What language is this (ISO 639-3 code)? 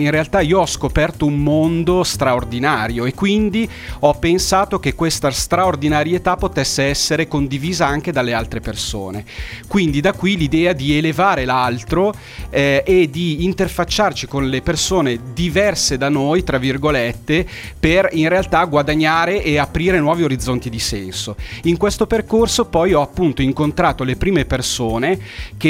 ita